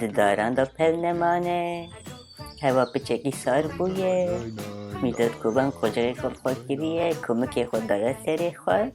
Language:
Kurdish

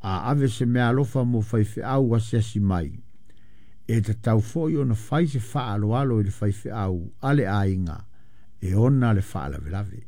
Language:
Samoan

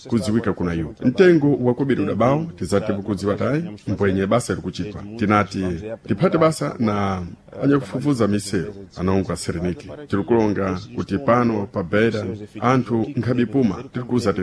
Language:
Sena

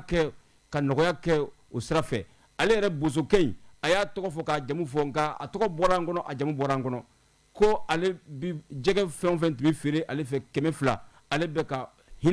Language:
Bambara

